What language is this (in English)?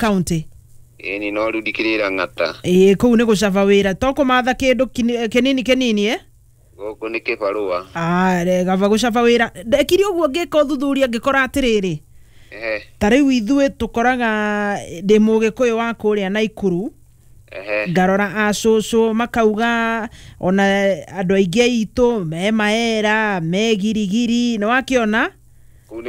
Kikuyu